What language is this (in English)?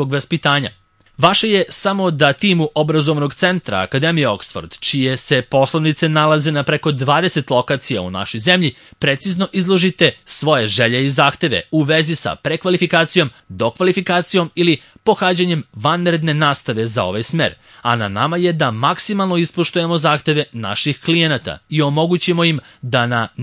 Serbian